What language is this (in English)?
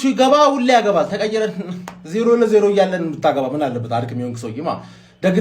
Amharic